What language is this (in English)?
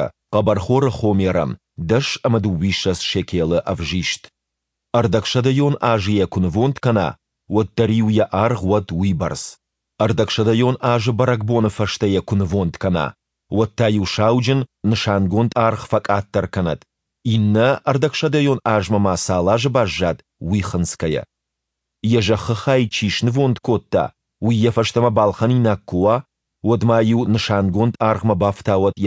Ossetic